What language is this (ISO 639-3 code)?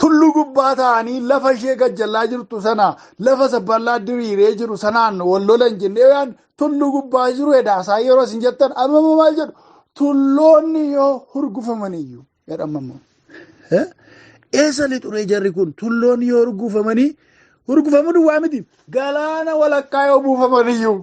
orm